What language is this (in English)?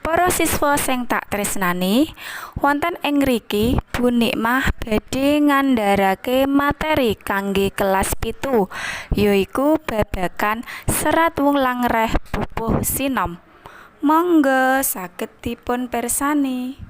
Javanese